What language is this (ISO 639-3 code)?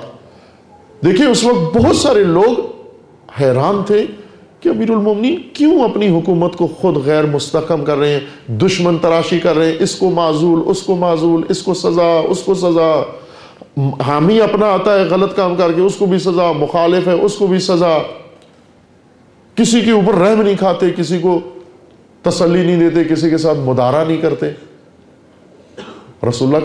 urd